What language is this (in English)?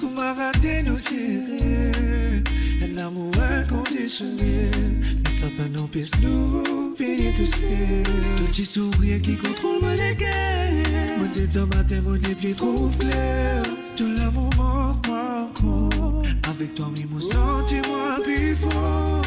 Morisyen